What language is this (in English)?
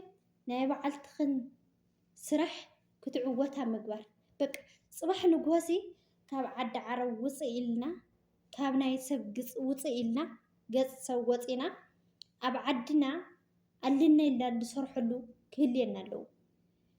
Tigrinya